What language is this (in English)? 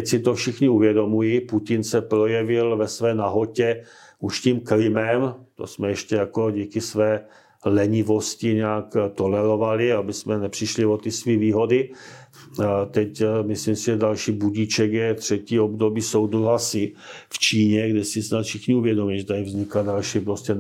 Czech